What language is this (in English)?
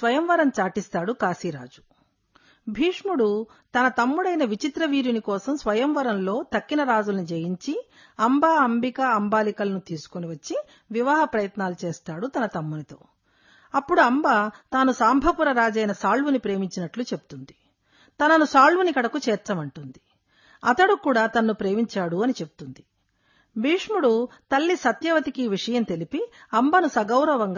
Telugu